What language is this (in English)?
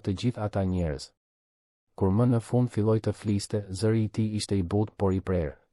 Albanian